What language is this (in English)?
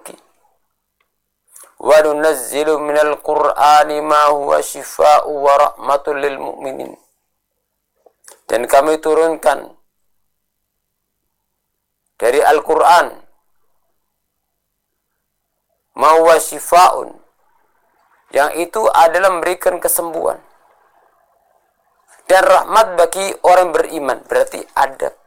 Indonesian